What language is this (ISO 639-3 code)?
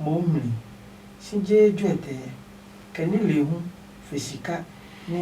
ada